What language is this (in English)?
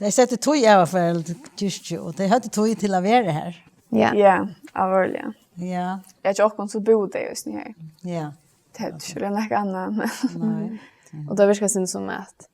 Faroese